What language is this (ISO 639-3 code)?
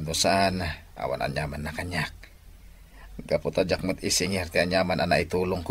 ilo